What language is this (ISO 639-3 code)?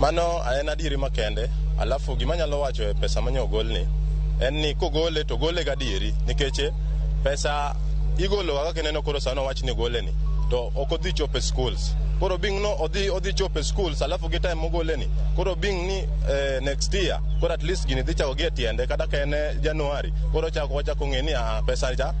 luo